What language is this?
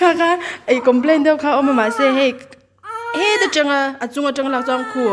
Mizo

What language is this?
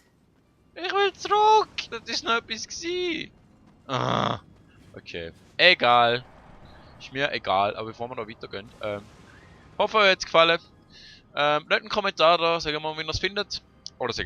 Swiss German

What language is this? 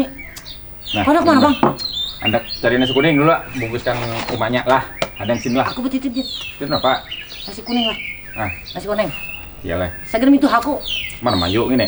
Banjar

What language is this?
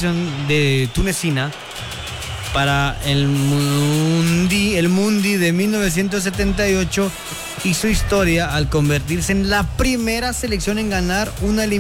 Spanish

